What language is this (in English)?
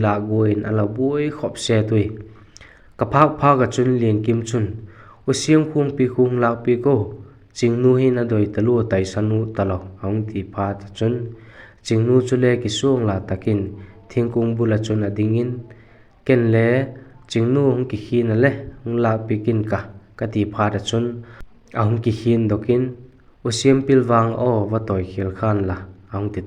Vaiphei